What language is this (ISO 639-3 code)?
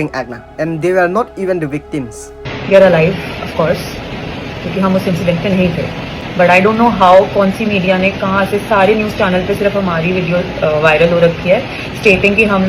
mjw